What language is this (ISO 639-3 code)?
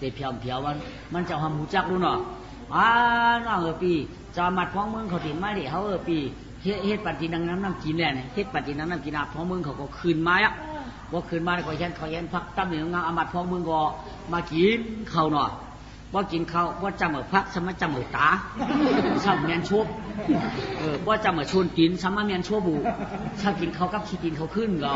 shn